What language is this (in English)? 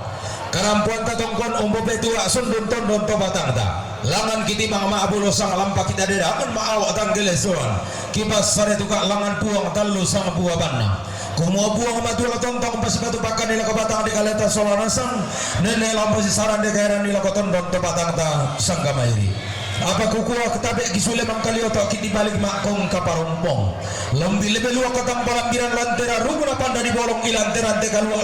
Toraja-Sa'dan